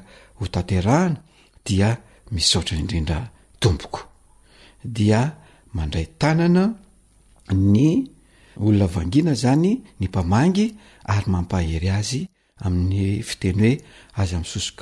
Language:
Malagasy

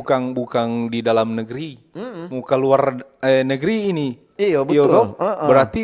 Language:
Manado Malay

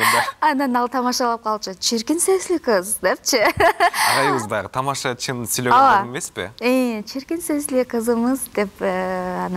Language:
Kyrgyz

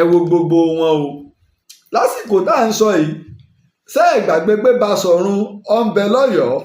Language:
Yoruba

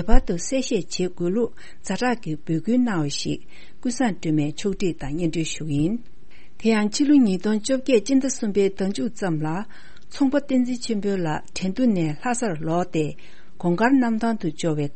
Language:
Tibetan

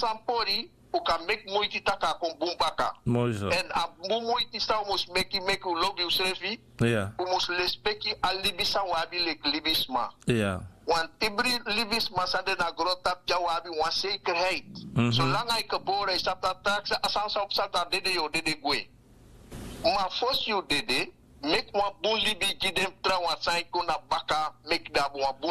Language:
Sranan Tongo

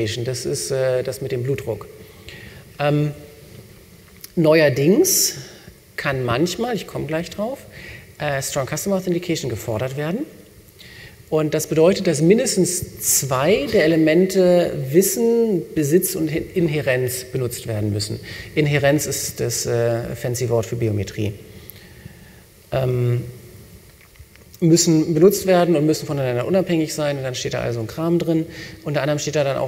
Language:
German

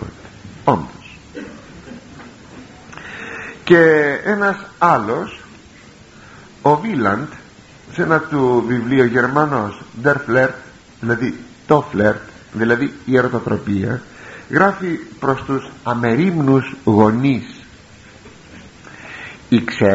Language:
Greek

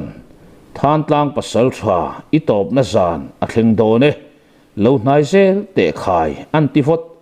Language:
Mizo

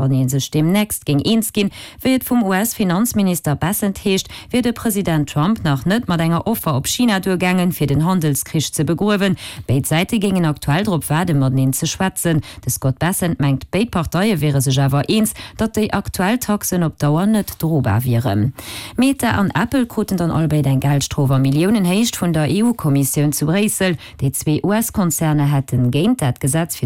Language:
Luxembourgish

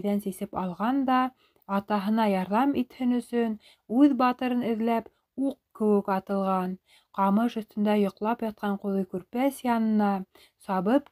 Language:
Bashkir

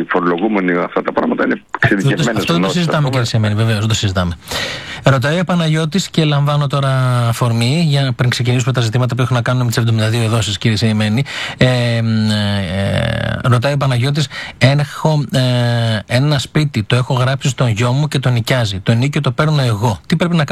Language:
Greek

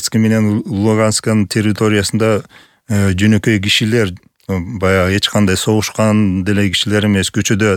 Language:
Kyrgyz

